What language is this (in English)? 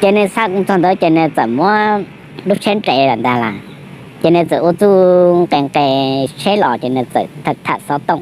Hmong